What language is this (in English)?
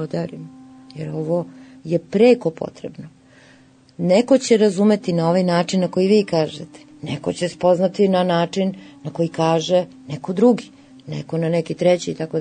Serbian